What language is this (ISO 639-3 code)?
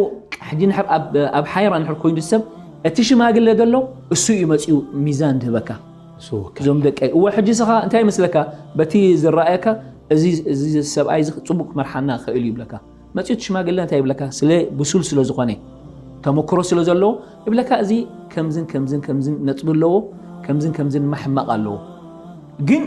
tir